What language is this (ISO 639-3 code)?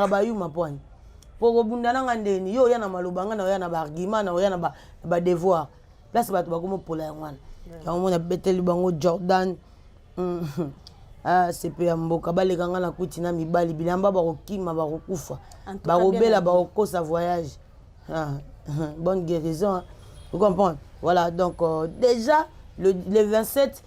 lin